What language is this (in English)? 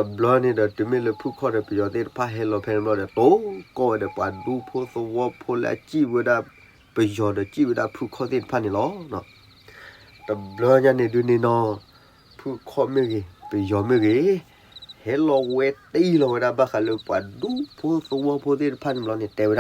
S'gaw Karen